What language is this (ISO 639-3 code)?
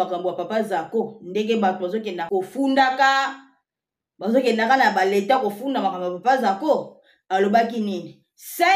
lin